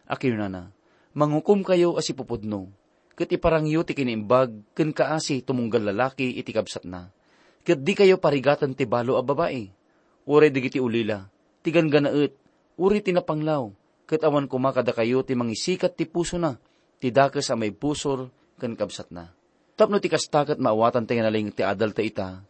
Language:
Iloko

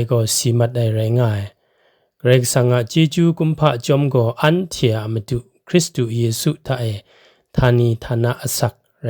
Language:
Kachin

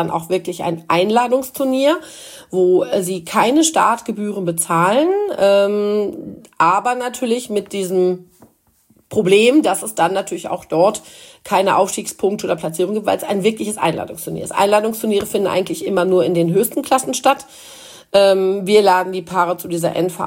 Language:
German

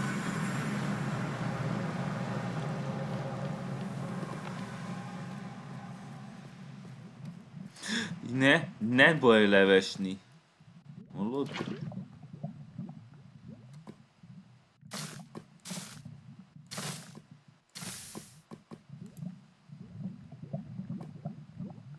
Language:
Hungarian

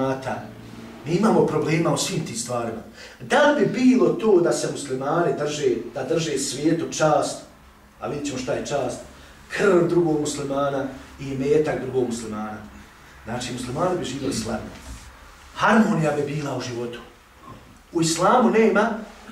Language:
Bosnian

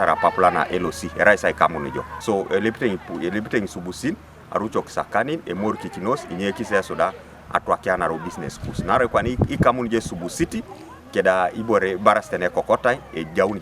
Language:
Teso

